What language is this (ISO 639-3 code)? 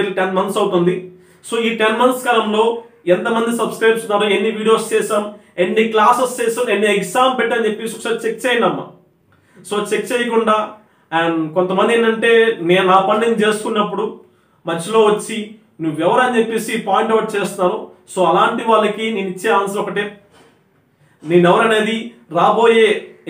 tel